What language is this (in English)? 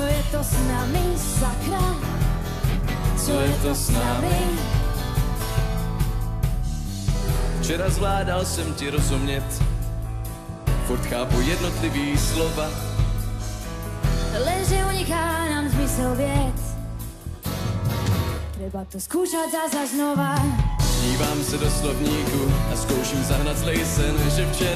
Slovak